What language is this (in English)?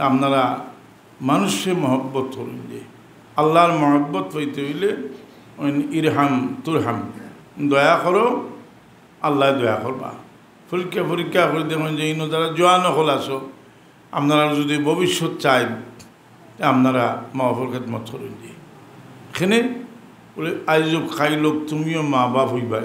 Sylheti